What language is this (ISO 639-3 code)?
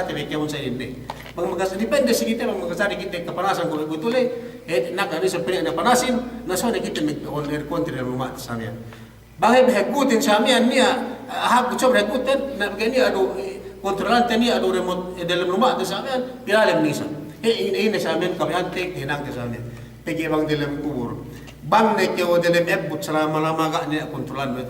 yka